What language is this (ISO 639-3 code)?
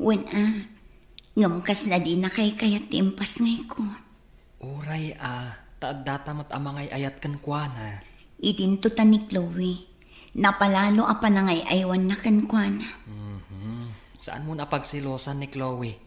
ilo